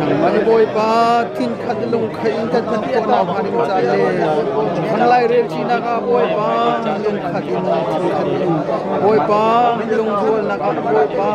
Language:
Hakha Chin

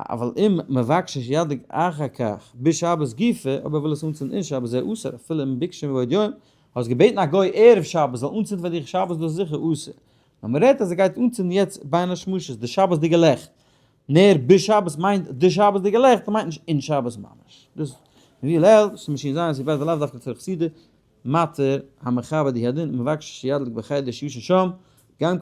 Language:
Yiddish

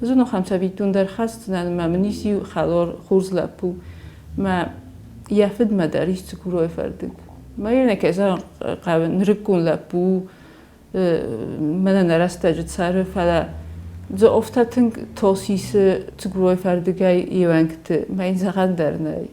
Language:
Ossetic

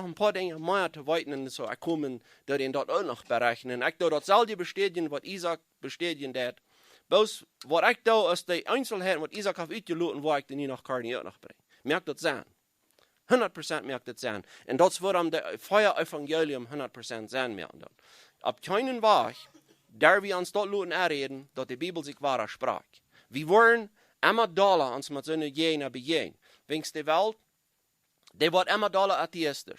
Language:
Plautdietsch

